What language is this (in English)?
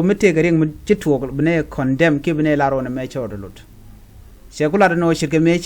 Nuer